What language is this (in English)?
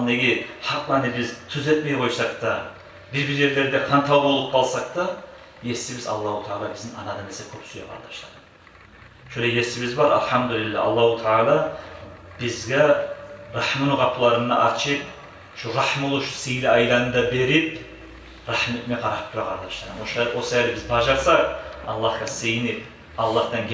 Kumyk